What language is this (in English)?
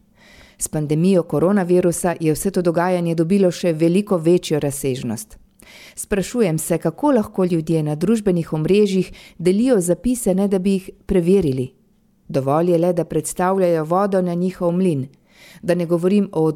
Slovenian